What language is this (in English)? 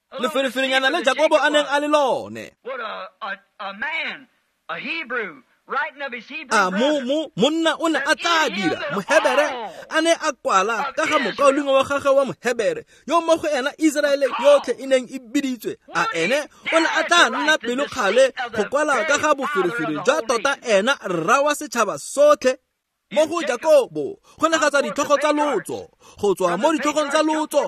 Tswana